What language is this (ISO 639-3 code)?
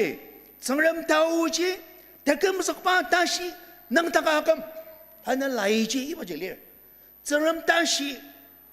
njo